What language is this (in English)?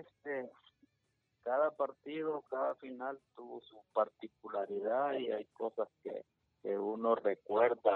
Spanish